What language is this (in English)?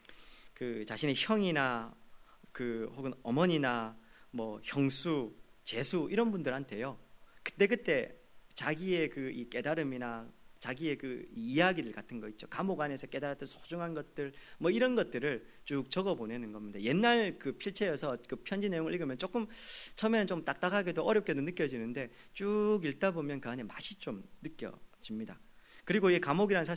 Korean